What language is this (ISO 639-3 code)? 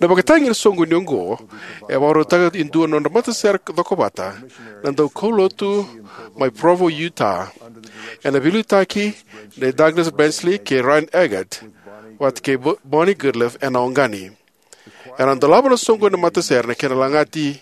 fij